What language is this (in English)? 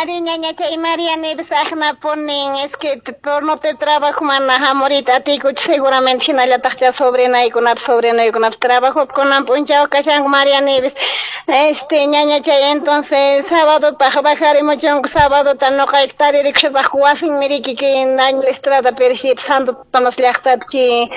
Quechua